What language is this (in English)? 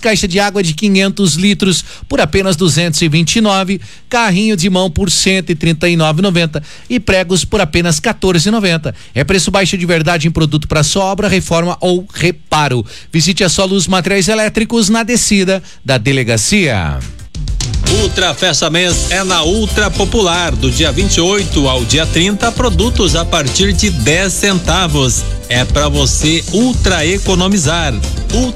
Portuguese